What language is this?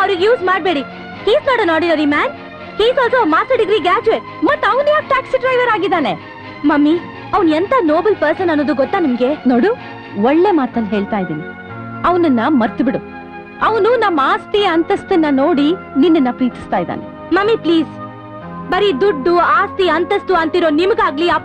Kannada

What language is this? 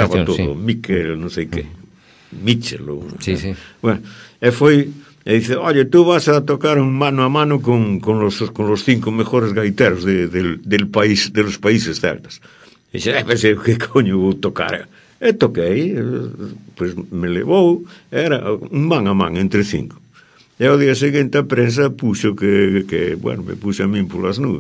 Galician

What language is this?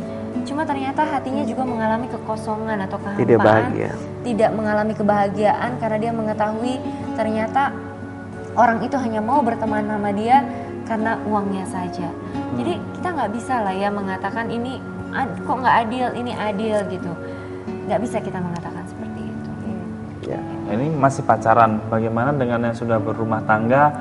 Indonesian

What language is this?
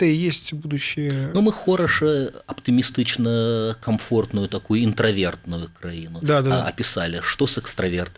Belarusian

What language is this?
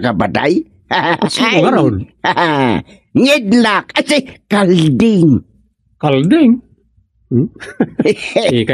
Iloko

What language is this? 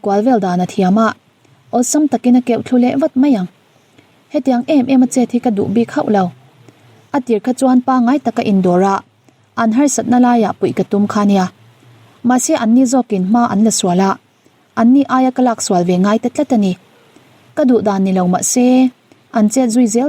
Mizo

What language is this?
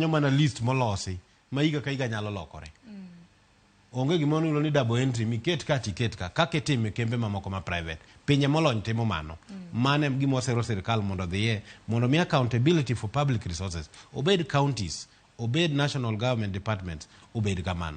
Luo (Kenya and Tanzania)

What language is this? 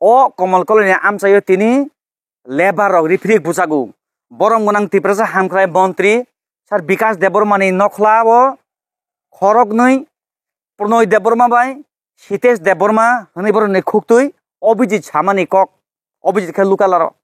Kok Borok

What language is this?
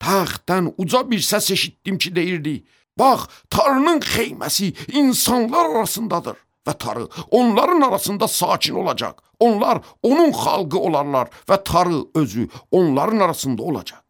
Azerbaijani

